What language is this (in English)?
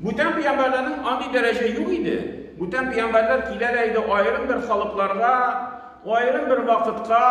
Tatar